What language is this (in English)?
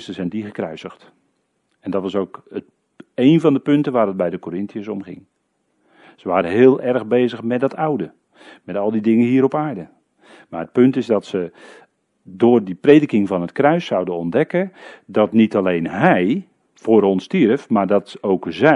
Dutch